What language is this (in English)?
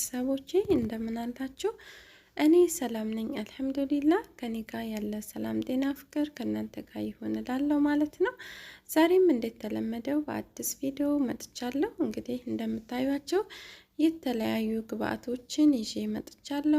Amharic